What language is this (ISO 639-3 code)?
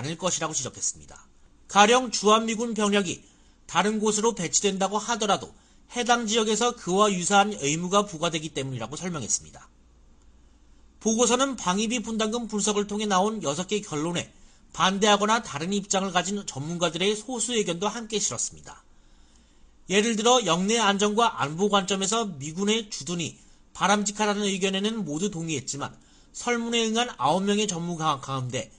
kor